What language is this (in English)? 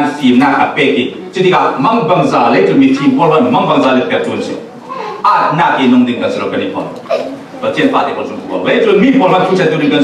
Falam Chin